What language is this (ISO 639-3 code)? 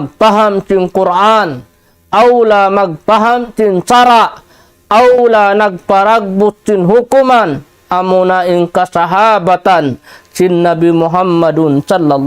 tsg